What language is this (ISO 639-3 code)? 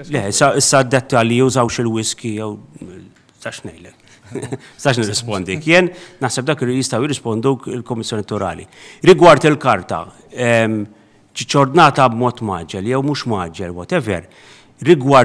mlt